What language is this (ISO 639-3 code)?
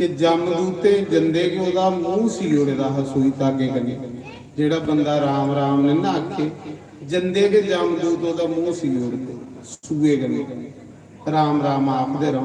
doi